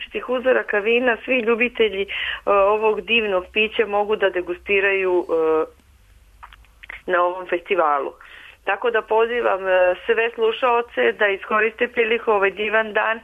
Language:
Serbian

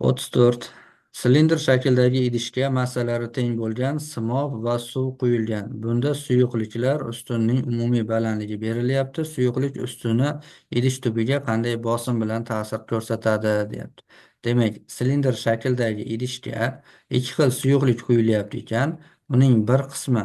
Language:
Uzbek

